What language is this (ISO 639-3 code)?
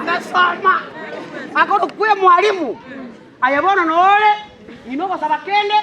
guz